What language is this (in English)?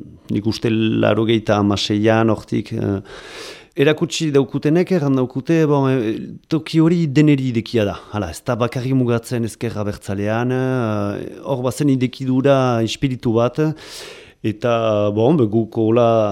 Basque